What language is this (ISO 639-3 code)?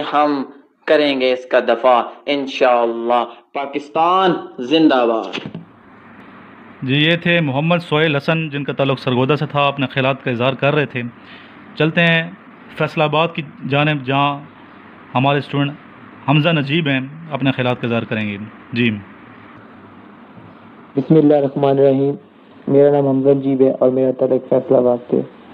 urd